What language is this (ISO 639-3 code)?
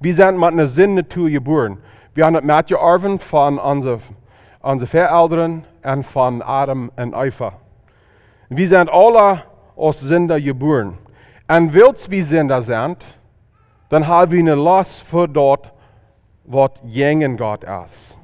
pdt